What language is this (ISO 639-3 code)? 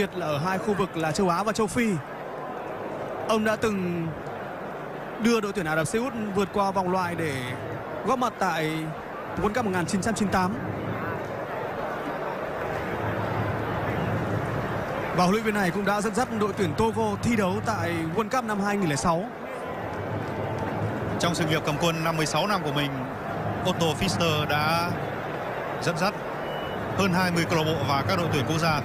vie